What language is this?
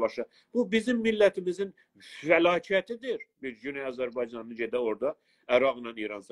South Azerbaijani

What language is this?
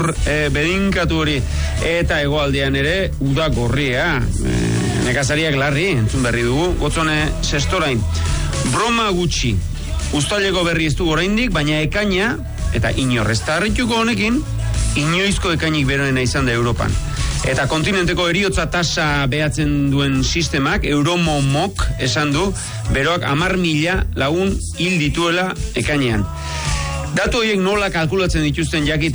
Basque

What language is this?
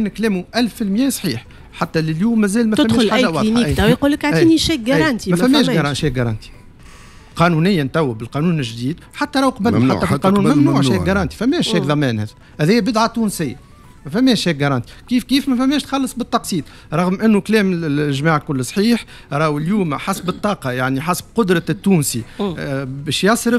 Tunisian Arabic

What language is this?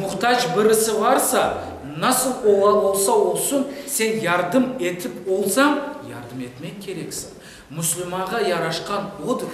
Crimean Tatar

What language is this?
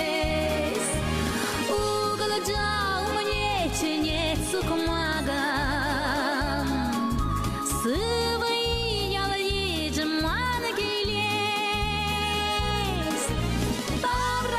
Chuvash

